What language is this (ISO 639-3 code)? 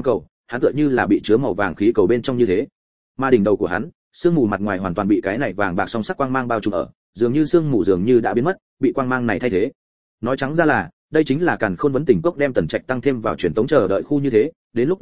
vie